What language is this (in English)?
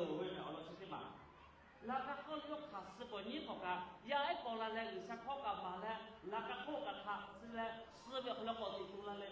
Lahu